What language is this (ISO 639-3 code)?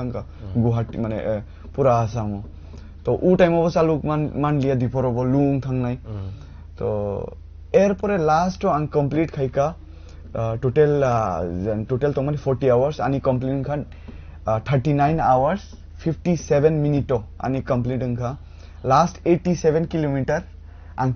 trp